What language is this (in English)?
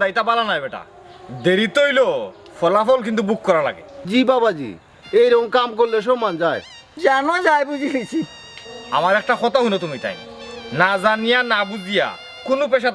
Sylheti